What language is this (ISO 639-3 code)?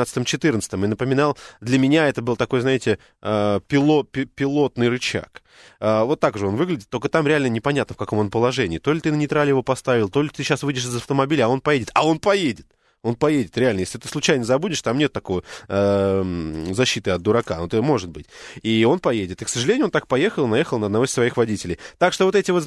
rus